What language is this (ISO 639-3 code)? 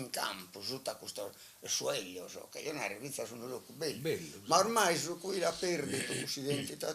srd